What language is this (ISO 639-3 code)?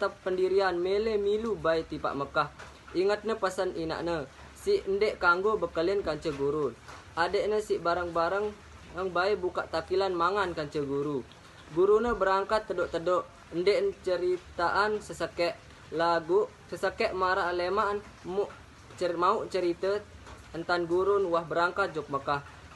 sas